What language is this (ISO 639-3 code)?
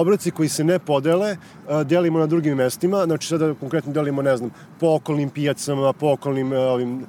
srp